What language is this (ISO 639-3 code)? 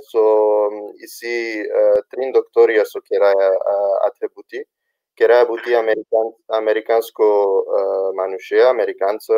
rmn